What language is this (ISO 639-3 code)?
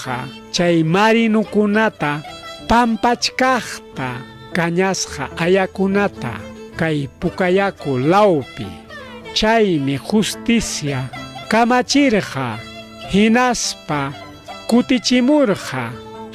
quy